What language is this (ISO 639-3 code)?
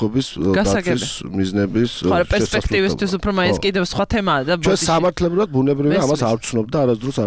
kat